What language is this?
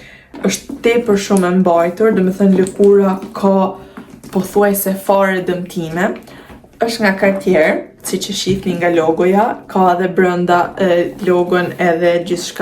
Albanian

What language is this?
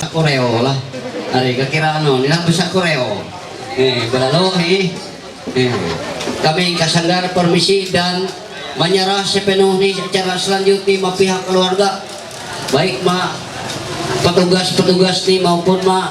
Ma'anyan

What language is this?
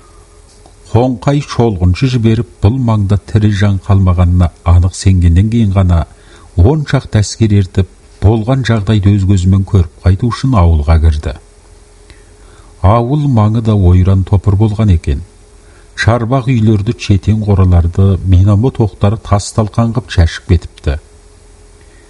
Kazakh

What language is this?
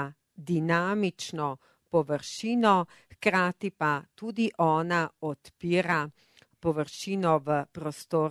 Slovenian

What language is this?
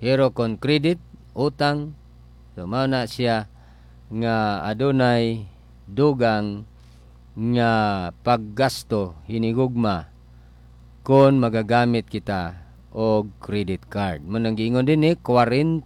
Cebuano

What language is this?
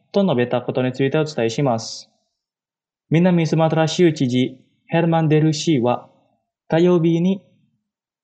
Japanese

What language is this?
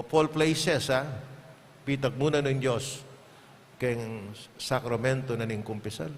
Pampanga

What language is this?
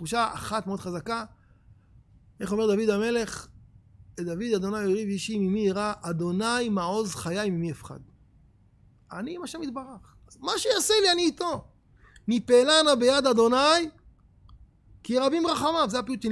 Hebrew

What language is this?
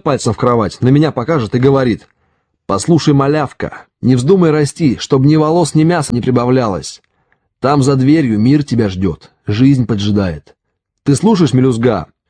Russian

